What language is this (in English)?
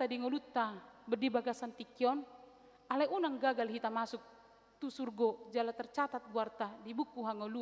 Batak Toba